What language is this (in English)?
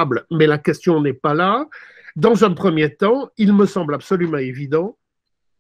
French